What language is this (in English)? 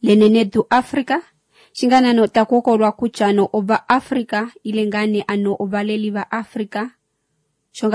Kuanyama